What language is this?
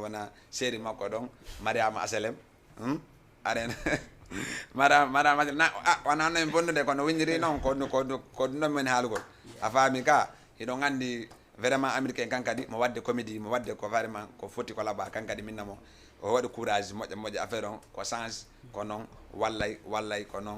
Fula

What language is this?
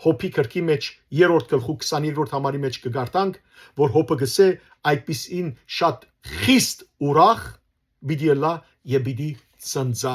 Western Armenian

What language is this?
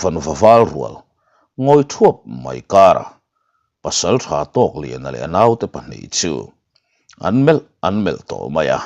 Mizo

